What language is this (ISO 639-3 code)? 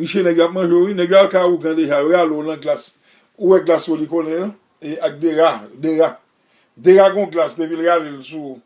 hat